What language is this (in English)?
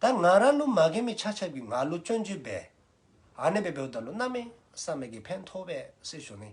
Dzongkha